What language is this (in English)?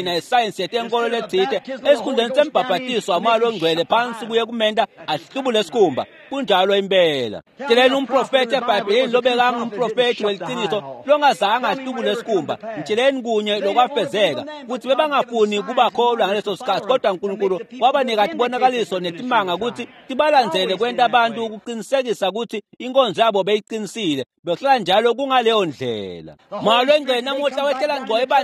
Swati